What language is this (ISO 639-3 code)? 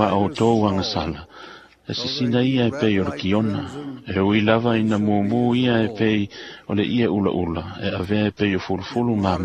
smo